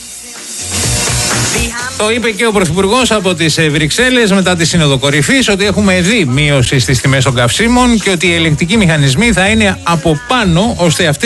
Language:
Greek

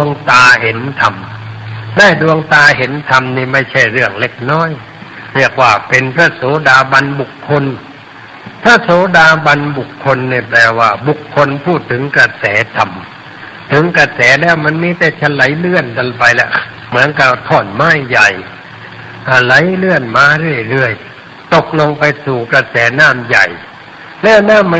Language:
Thai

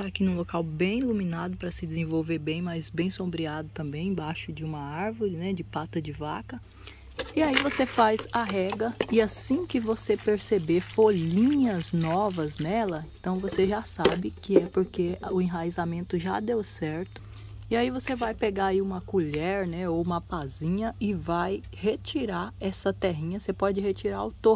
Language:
Portuguese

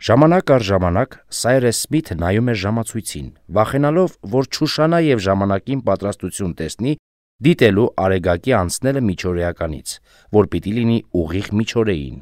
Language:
Armenian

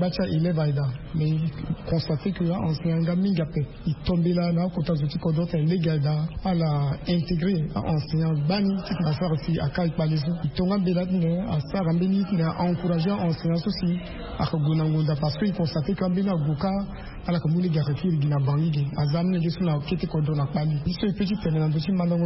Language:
Sango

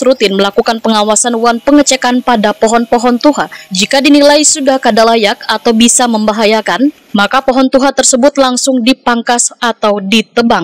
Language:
Banjar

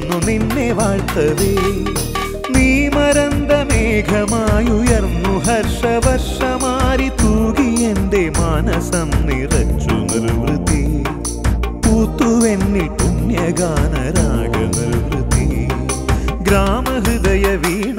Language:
Malayalam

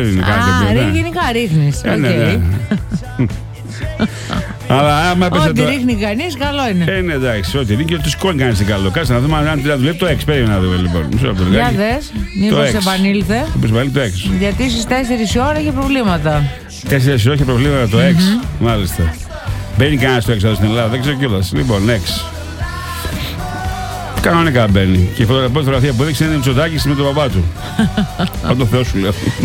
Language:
Greek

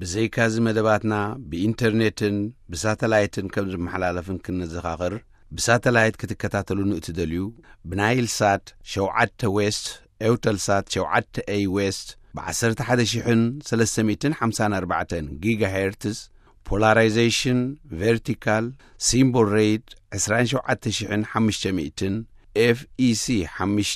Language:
Tigrinya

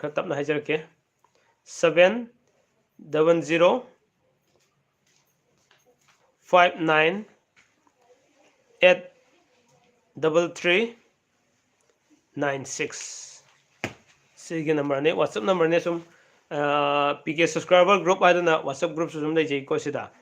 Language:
Manipuri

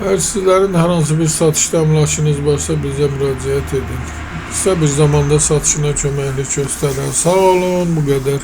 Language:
Azerbaijani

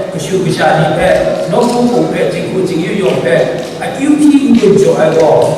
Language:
Kachin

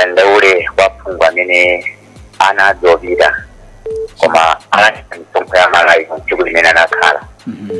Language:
Nyanja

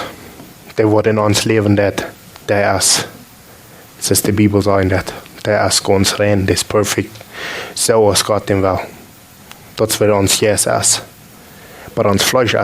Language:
Plautdietsch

